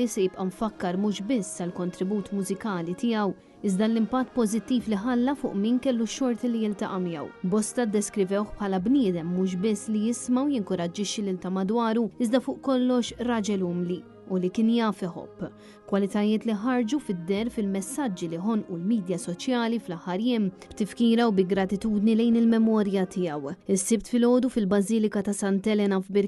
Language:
Maltese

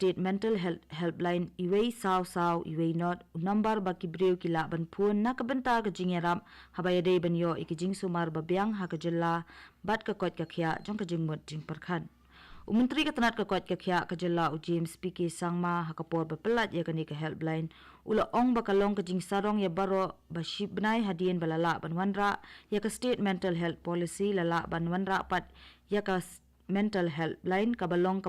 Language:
Khasi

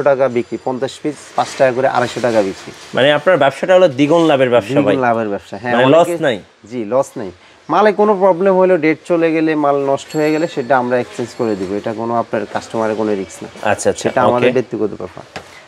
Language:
Bangla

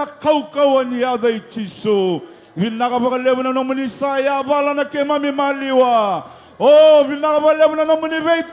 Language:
Fijian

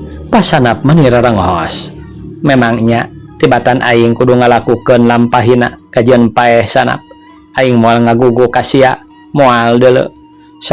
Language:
Sundanese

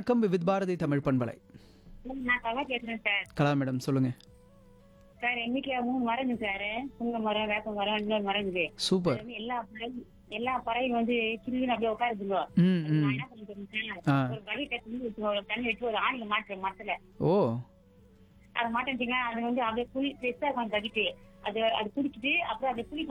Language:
Tamil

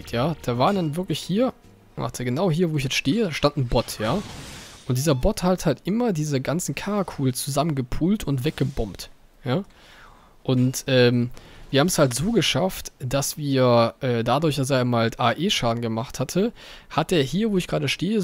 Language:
German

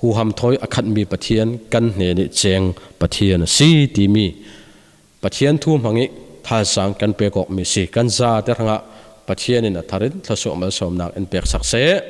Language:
Falam Chin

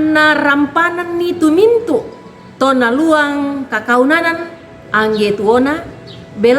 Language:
Toraja-Sa'dan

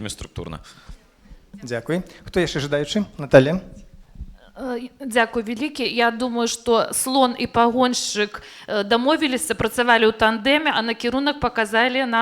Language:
Belarusian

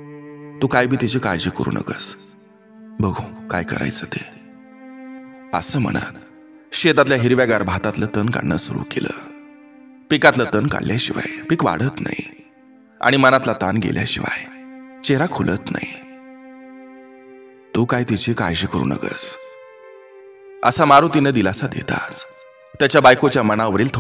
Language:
Marathi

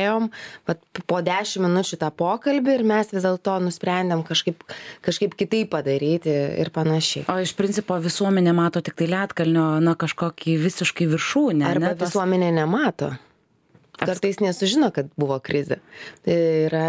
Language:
Lithuanian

